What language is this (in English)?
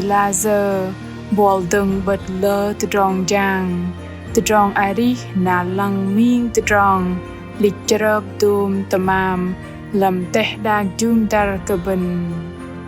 Bahnar